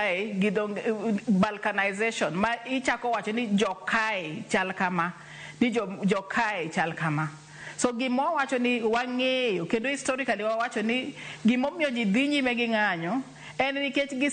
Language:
Luo (Kenya and Tanzania)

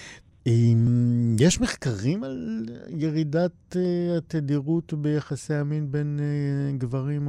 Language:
Hebrew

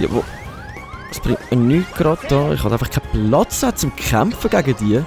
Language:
Swiss German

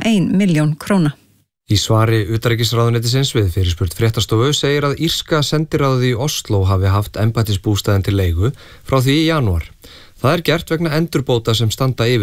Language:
Icelandic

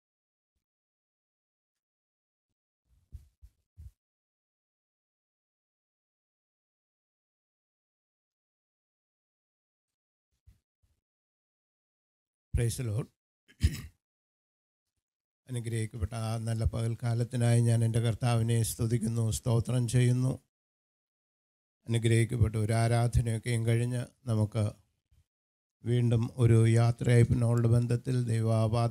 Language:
Malayalam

